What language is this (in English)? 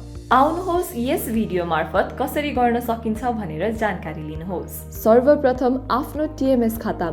Nepali